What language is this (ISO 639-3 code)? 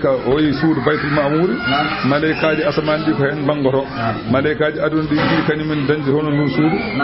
ful